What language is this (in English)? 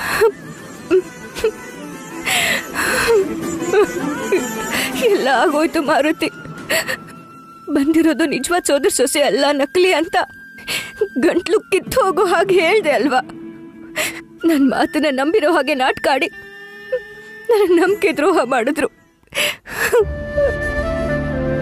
Kannada